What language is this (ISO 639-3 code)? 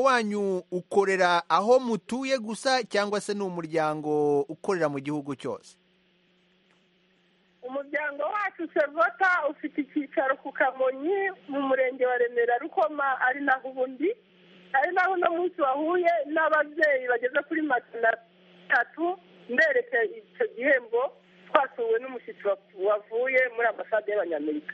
kin